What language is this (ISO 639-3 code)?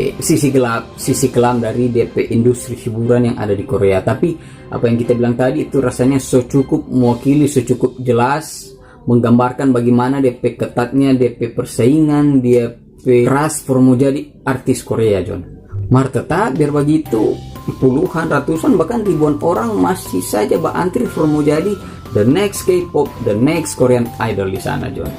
xmm